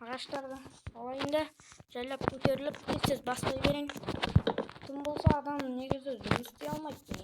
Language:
Kazakh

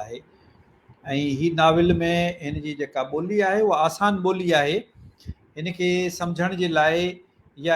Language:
Sindhi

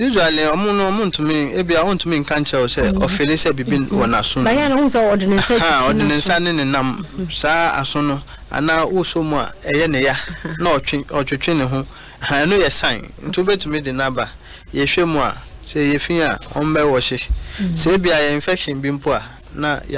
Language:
Akan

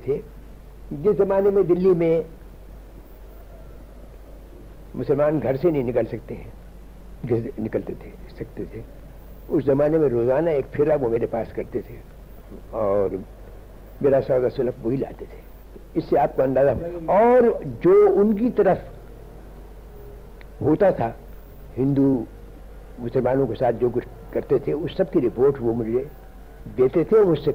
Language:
Urdu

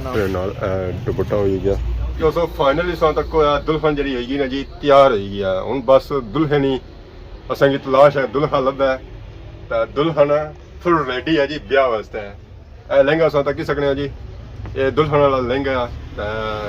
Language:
Pahari-Potwari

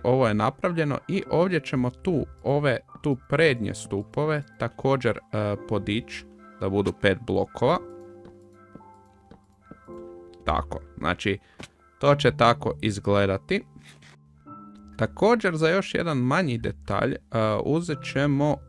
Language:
Croatian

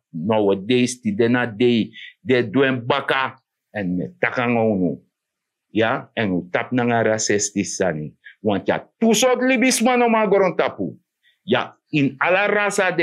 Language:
Sranan Tongo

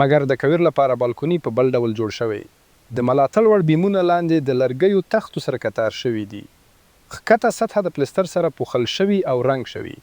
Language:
Pashto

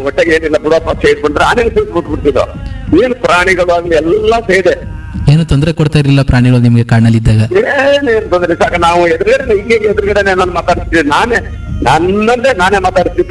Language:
Kannada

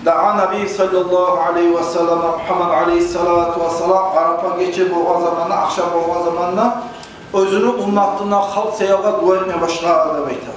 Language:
Kumyk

